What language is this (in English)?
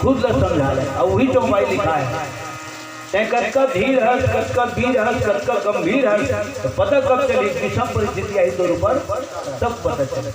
Chhattisgarhi